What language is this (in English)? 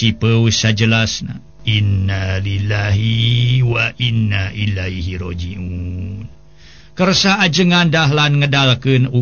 Sundanese